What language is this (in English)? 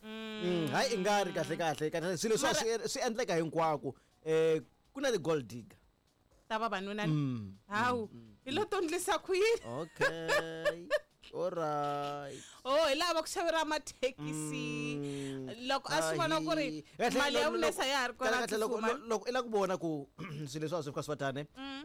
Tsonga